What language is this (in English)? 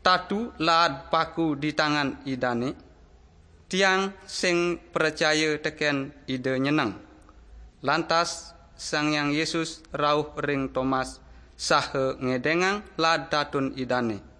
Balinese